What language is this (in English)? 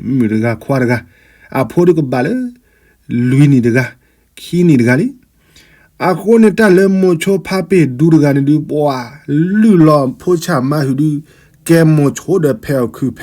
S'gaw Karen